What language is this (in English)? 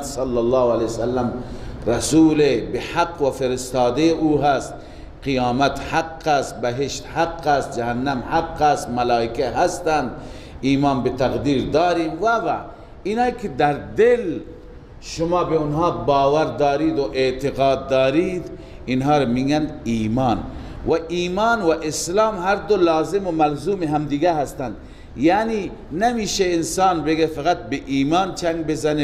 Persian